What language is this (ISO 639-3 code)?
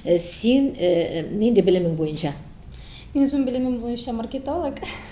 tat